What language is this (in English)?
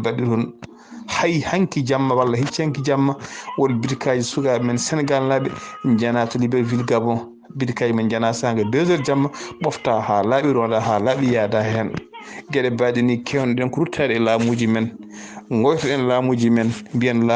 Fula